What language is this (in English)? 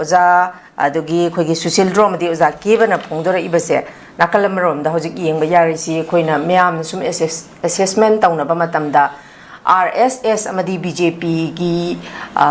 Manipuri